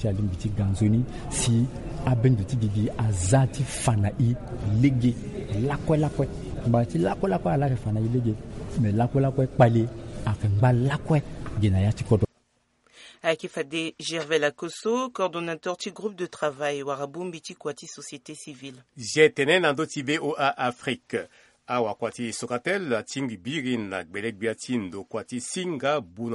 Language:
Sango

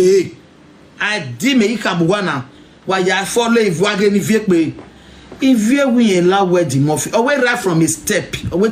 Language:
Nigerian Pidgin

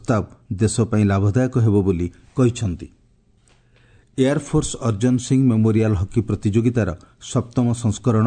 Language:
Odia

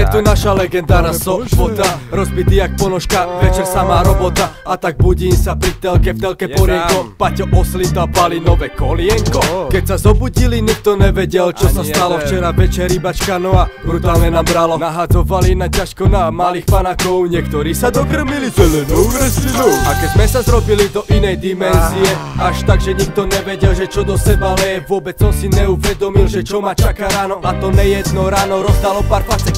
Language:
Slovak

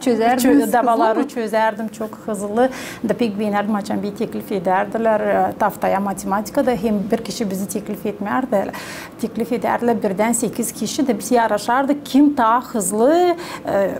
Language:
Gagauz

